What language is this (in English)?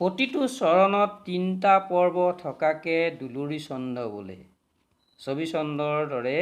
Assamese